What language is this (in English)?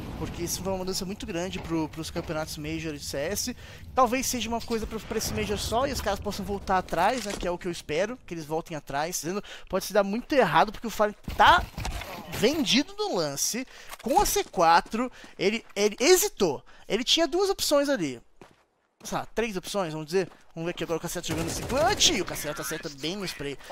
Portuguese